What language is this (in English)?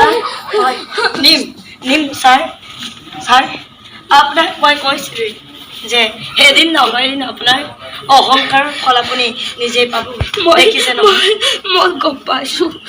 Assamese